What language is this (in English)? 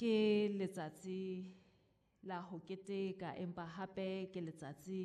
Southern Sotho